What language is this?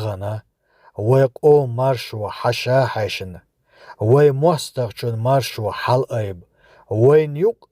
Chechen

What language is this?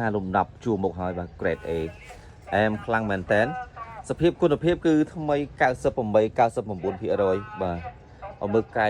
Khmer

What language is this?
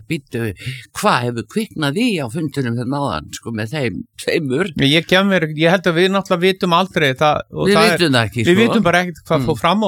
Icelandic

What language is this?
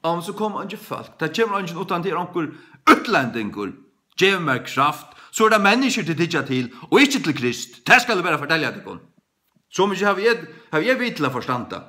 Faroese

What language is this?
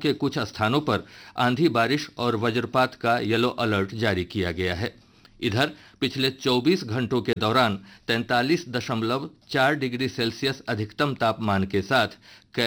Hindi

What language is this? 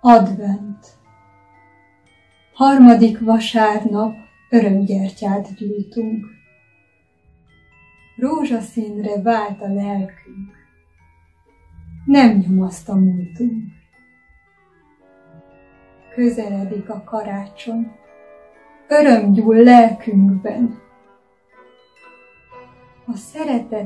Hungarian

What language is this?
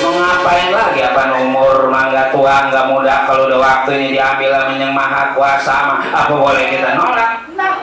Betawi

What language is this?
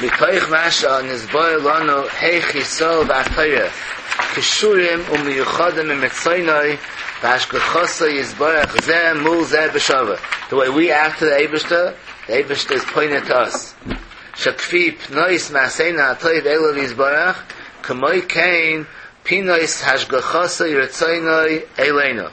Yiddish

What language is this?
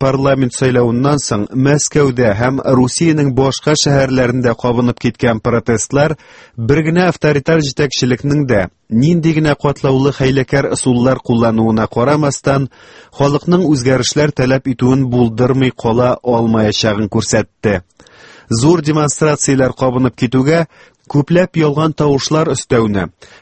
Tatar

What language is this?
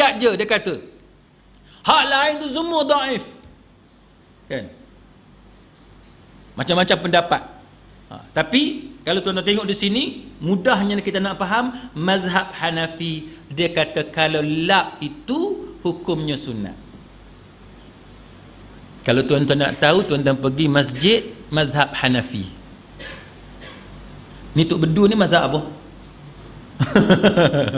Malay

